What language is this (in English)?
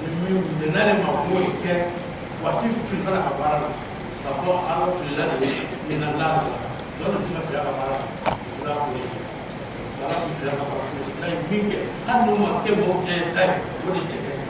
Bambara